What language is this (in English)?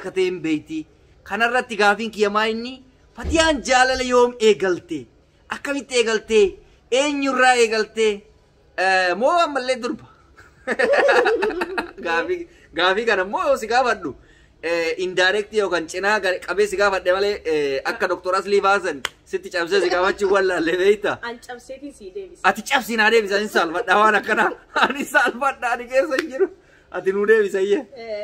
Oromo